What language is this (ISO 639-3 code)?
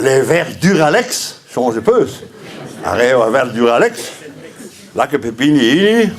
bre